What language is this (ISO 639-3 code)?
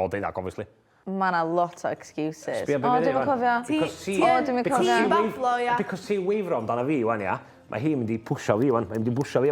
cym